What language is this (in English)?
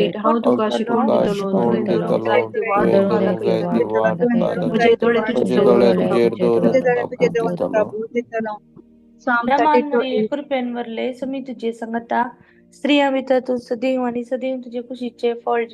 Konkani